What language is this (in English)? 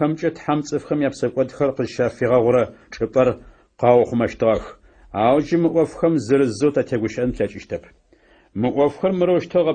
Adyghe